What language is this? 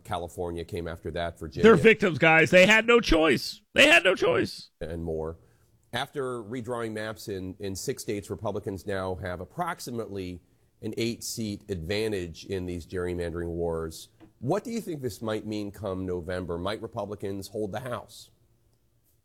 English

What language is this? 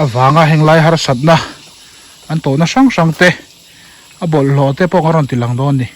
Mizo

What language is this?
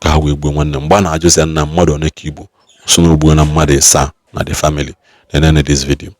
Igbo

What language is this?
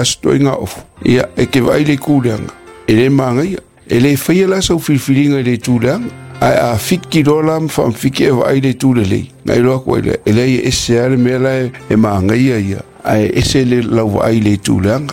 Samoan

